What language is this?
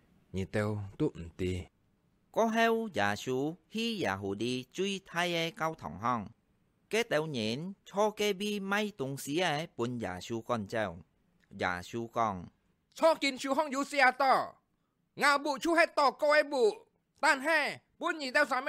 Hakka Chinese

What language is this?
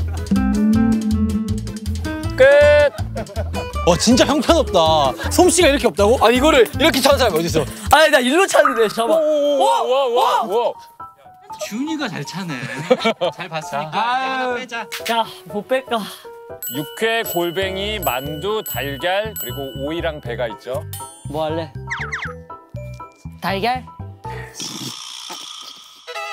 Korean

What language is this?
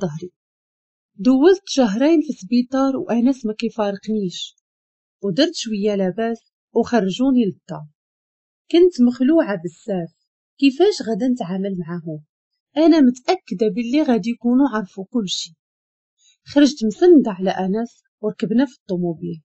Moroccan Arabic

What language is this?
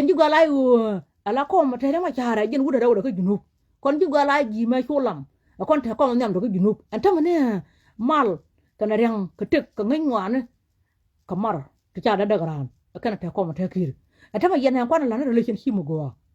Nuer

